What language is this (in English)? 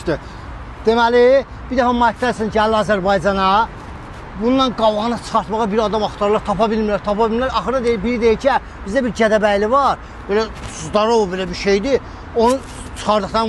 Azerbaijani